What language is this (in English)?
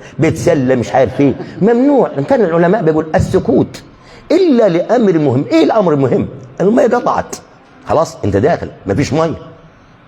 Egyptian Arabic